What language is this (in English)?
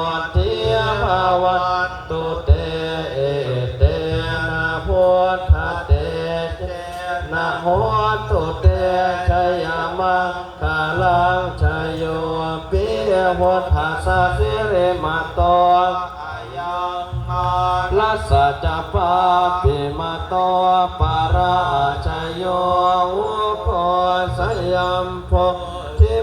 Pali